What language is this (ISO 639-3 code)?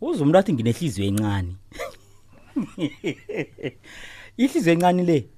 nbl